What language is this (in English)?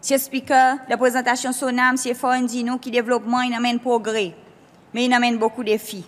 Seselwa Creole French